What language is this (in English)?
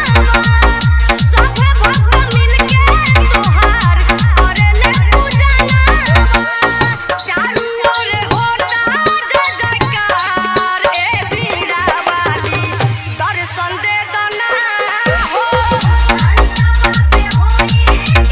Bhojpuri